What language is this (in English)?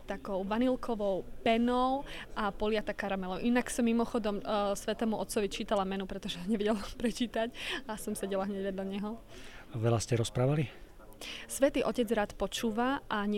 Slovak